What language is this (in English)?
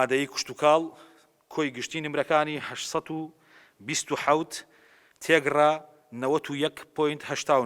Central Kurdish